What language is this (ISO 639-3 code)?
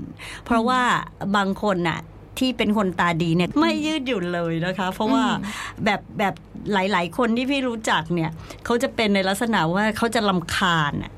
tha